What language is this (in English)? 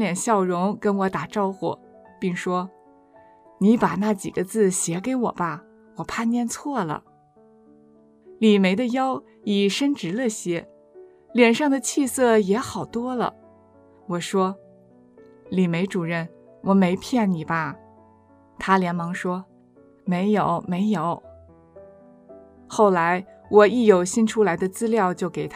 Chinese